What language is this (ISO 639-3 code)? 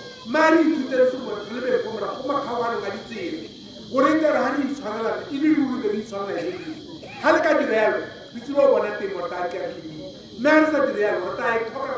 tsn